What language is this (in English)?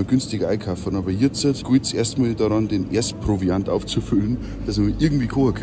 German